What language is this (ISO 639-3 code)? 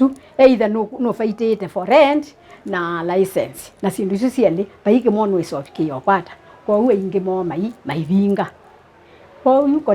kam